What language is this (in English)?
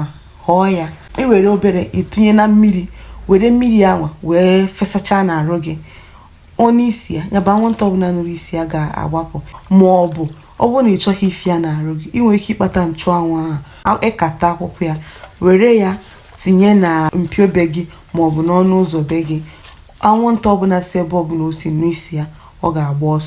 Igbo